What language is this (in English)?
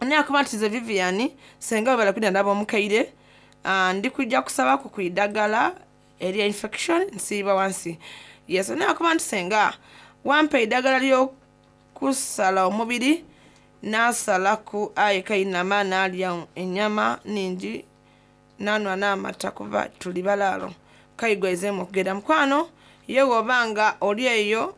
Soga